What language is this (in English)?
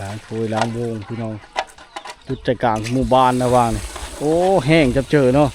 Lao